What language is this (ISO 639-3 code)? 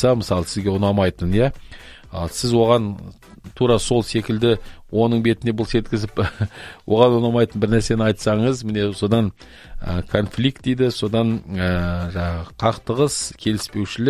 kaz